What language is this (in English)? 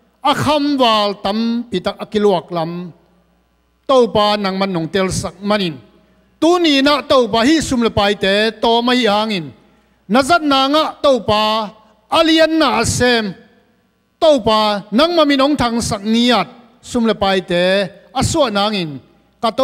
Tedim Chin